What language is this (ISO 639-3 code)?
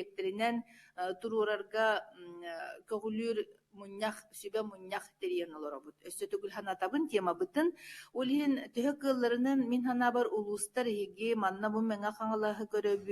sah